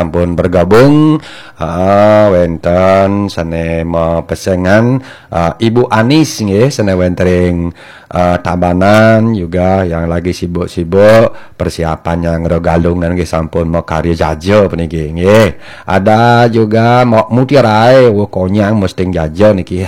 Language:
Balinese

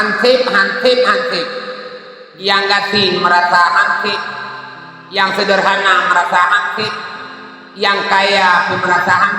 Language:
Achinese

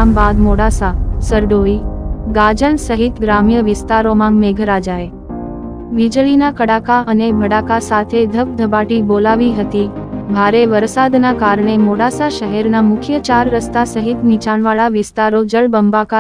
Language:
Gujarati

